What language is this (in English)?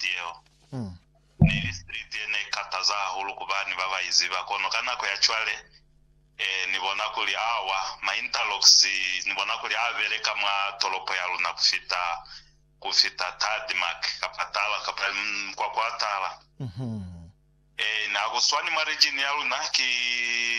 Lozi